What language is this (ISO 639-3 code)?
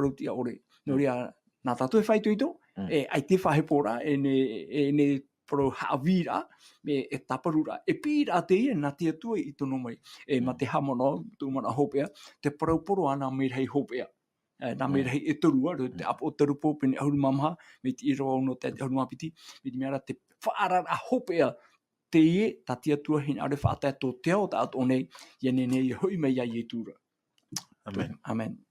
tah